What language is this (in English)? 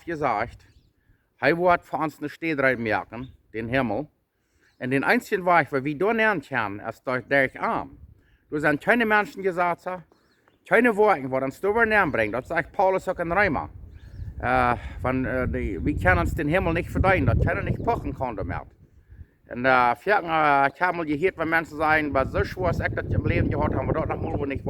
Plautdietsch